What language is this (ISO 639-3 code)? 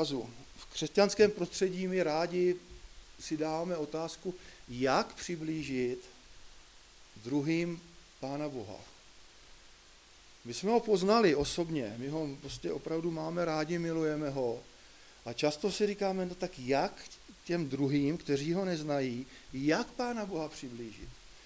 ces